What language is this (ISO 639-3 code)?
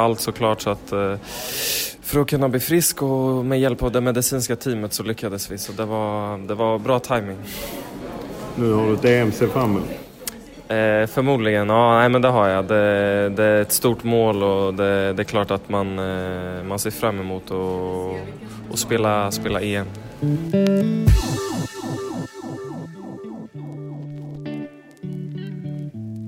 swe